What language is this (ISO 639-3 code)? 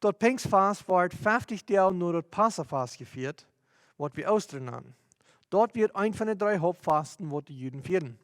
pdt